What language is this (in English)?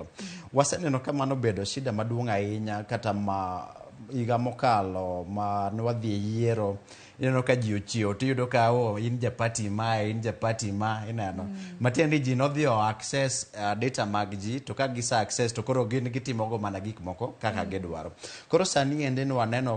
Luo (Kenya and Tanzania)